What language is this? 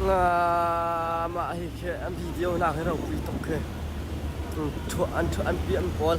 Hakha Chin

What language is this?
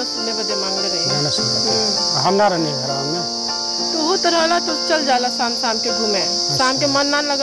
Bhojpuri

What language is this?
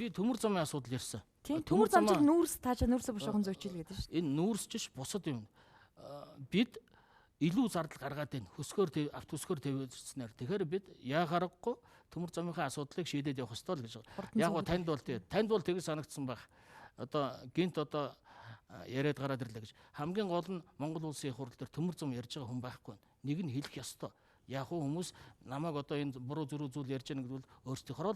Mongolian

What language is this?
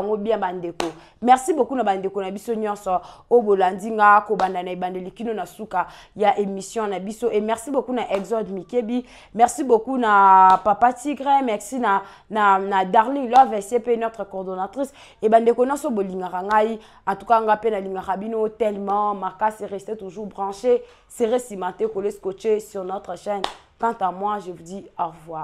Lingala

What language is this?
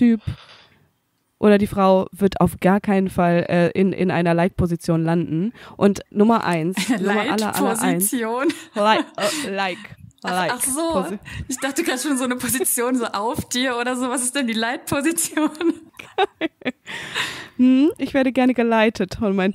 German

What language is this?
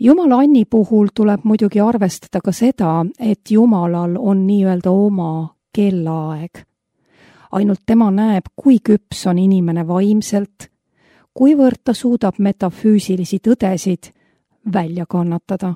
Estonian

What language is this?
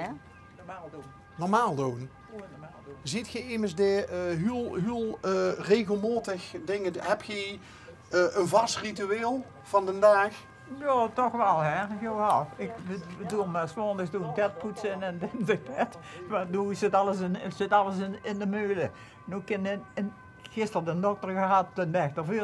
Limburgish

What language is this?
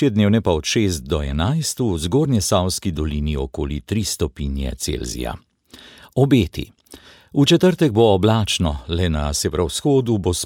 Slovenian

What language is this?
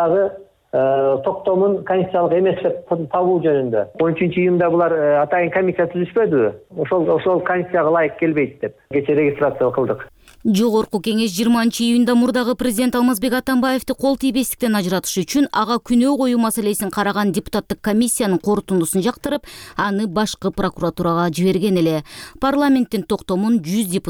Kyrgyz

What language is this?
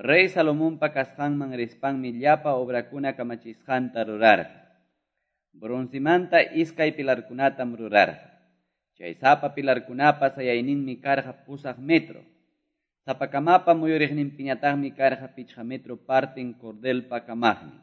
Quechua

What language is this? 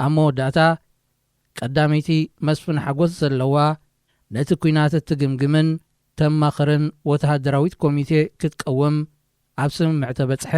Tigrinya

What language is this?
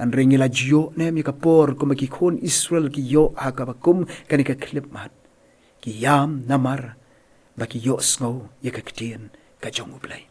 Khasi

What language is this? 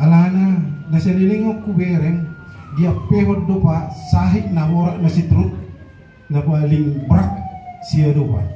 Batak Toba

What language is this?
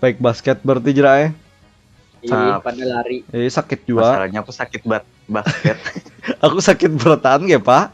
Banjar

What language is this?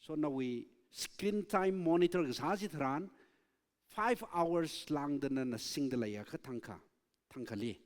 Tangkhul Naga (India)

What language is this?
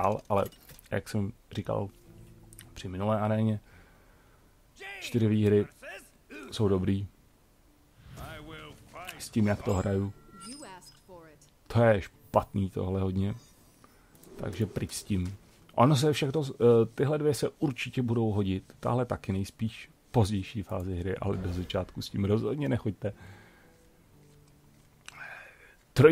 Czech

